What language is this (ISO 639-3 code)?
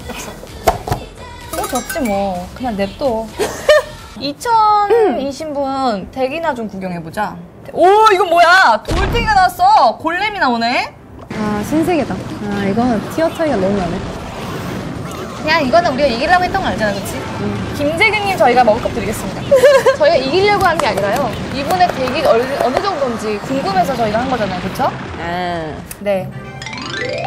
kor